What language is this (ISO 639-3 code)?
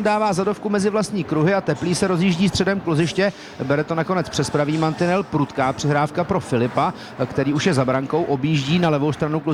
ces